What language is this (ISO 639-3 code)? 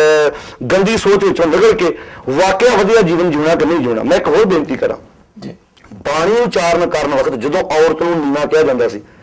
pan